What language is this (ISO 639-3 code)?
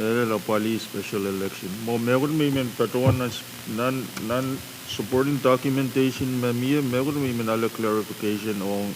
pon